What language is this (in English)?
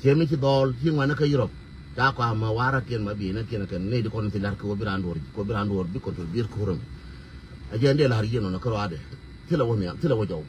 Nuer